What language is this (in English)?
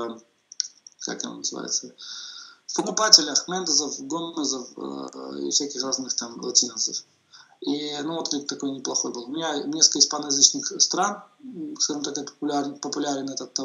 Russian